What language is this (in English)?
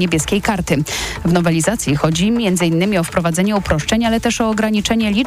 Polish